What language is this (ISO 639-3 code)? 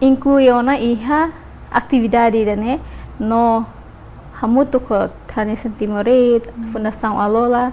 tet